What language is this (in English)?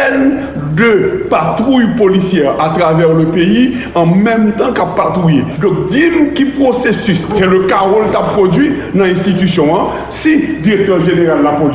Haitian Creole